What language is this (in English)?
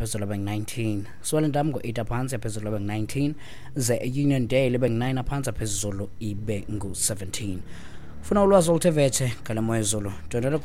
Xhosa